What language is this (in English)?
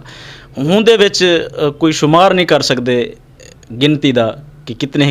Western Panjabi